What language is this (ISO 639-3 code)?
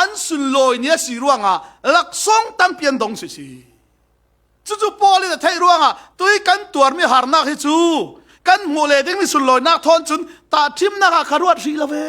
cfm